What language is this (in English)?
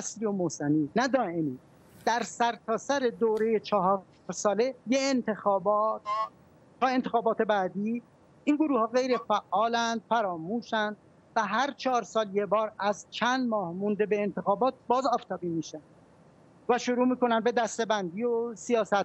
Persian